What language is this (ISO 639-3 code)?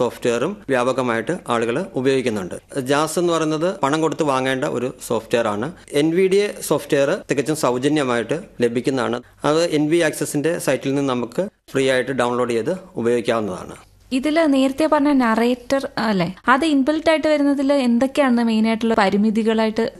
mal